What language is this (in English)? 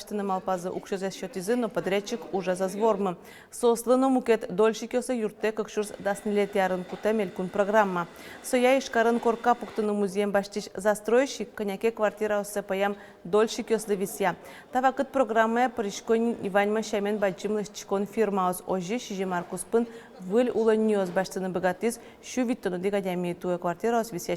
Udmurt